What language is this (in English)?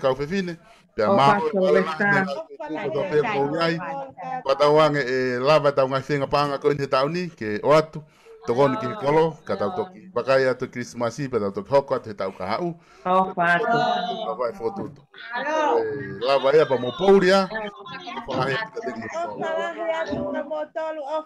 Tongan